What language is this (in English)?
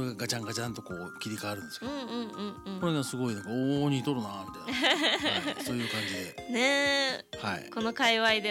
Japanese